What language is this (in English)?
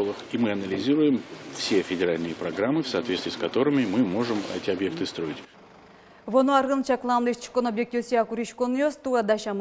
Udmurt